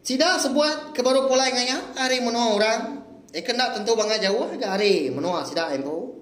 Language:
Iban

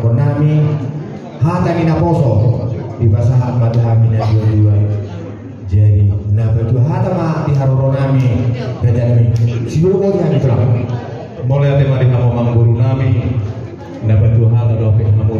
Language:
Batak Toba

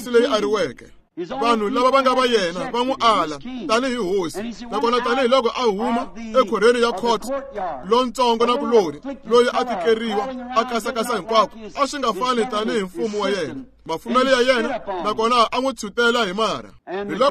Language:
Tsonga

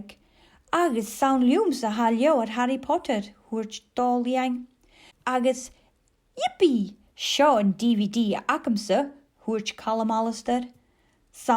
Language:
Scottish Gaelic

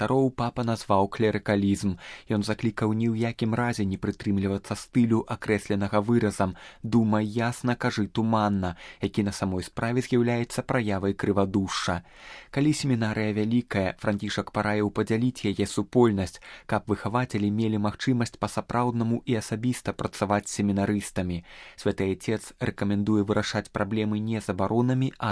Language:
Belarusian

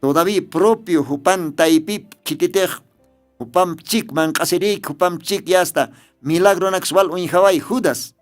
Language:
Aymara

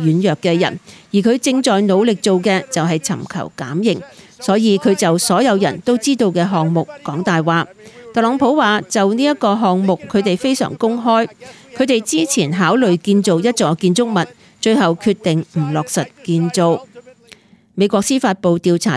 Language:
Cantonese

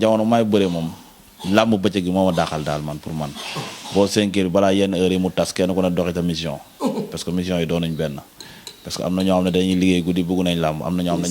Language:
Wolof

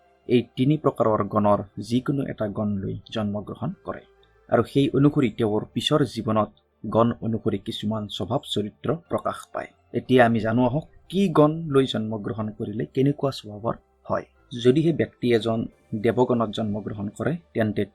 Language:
Assamese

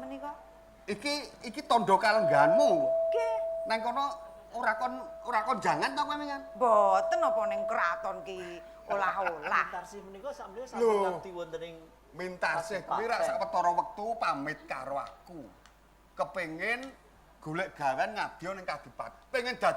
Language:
Javanese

